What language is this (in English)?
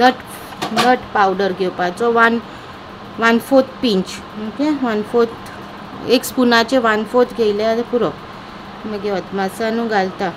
Konkani